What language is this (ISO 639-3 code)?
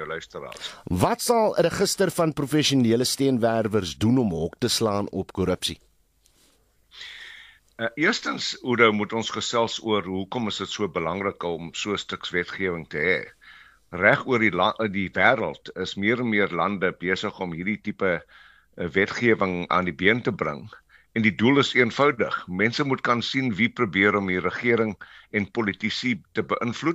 afr